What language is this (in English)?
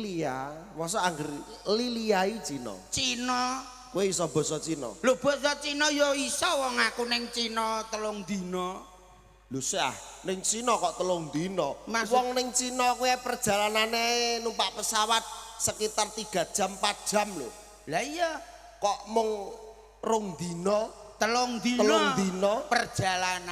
Javanese